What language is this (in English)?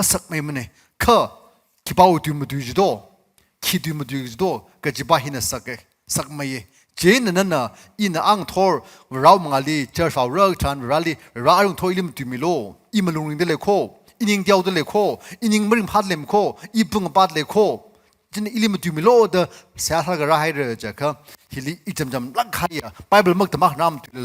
Tangkhul Naga (India)